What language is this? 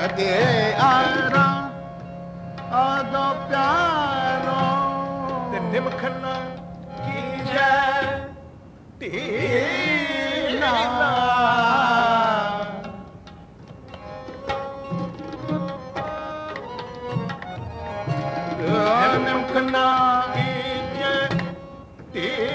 Punjabi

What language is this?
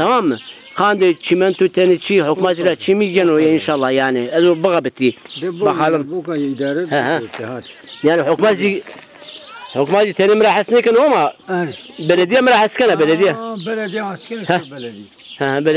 Zaza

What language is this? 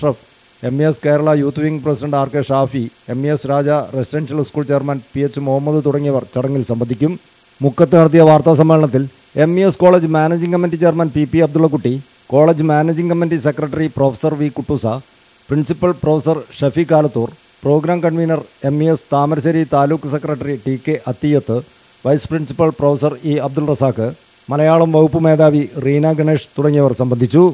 Malayalam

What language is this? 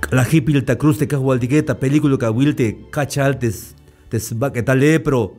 Tzeltal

